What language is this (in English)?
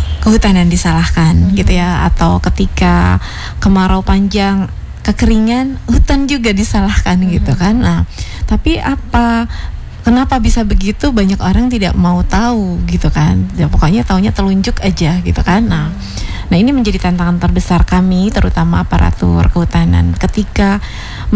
Indonesian